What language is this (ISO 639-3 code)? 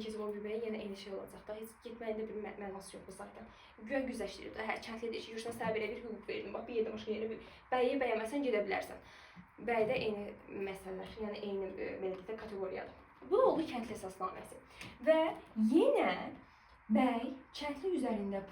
aze